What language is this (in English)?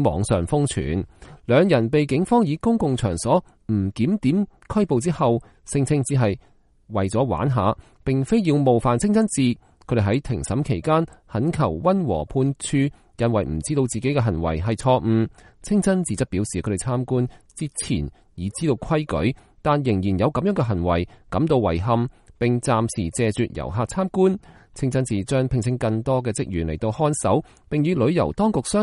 Cantonese